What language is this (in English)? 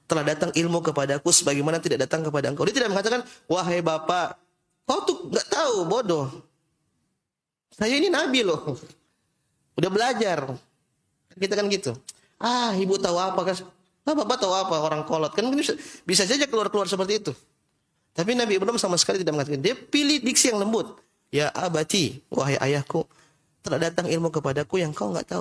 Indonesian